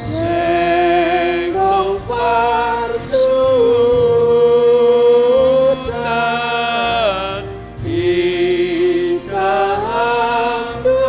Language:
Batak Simalungun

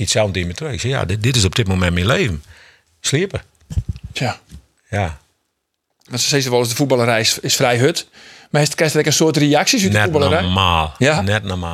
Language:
Western Frisian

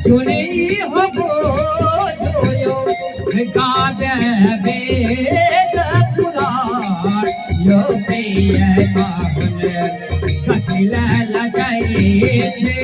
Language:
Maithili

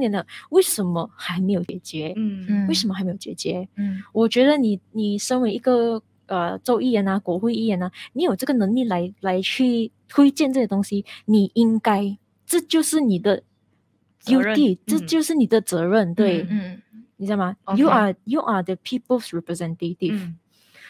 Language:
Chinese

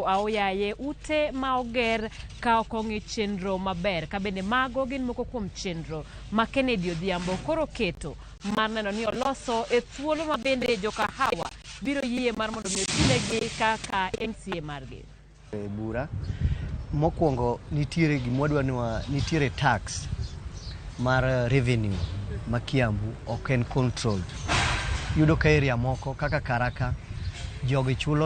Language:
Luo (Kenya and Tanzania)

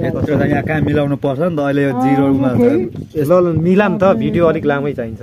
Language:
Nepali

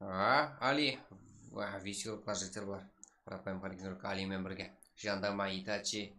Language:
Kara-Kalpak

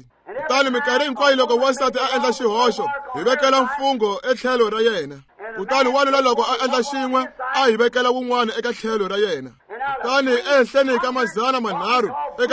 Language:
Tsonga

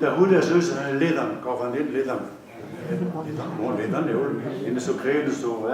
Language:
Breton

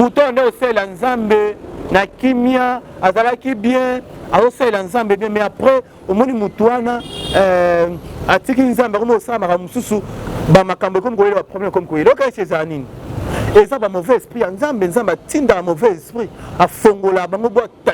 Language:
Lingala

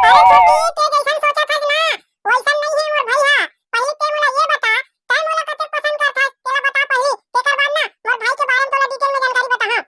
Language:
Chhattisgarhi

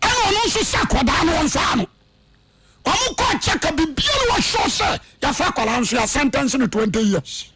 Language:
Akan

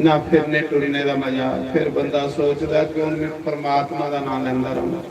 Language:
Dogri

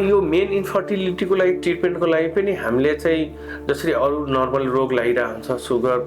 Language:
Nepali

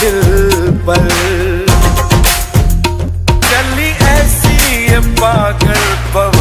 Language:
Hindi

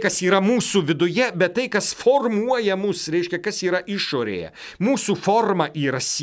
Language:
Lithuanian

